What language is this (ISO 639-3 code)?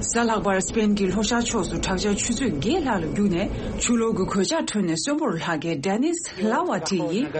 bod